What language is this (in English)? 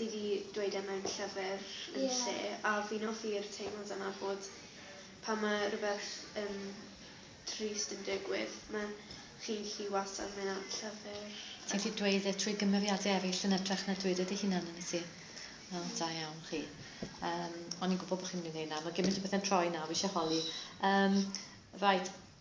Welsh